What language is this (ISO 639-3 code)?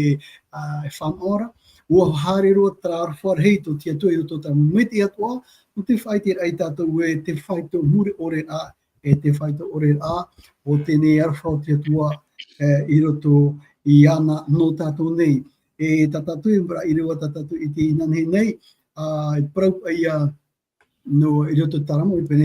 tah